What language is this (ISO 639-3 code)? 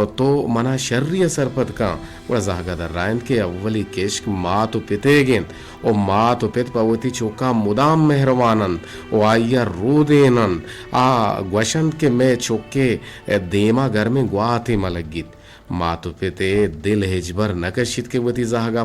bgp